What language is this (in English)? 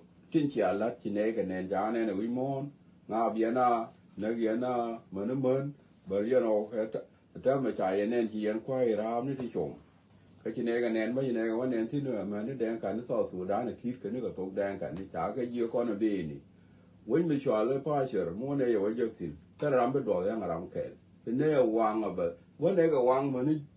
Nuer